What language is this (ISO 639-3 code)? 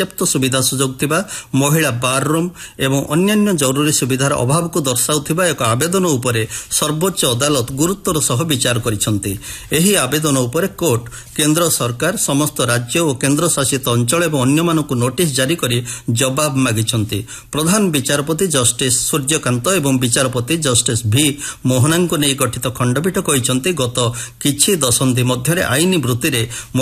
ori